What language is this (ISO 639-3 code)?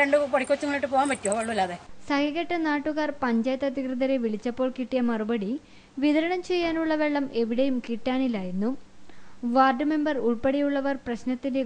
mal